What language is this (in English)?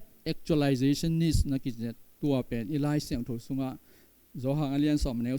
Tedim Chin